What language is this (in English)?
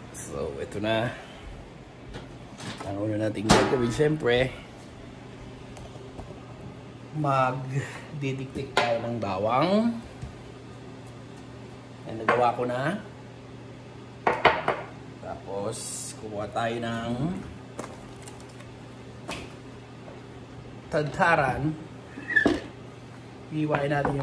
Filipino